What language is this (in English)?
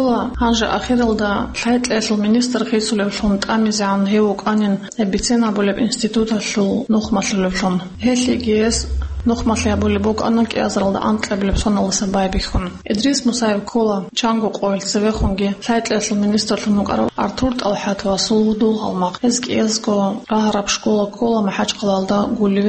Avaric